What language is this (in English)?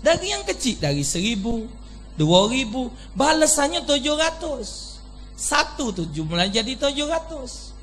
Musi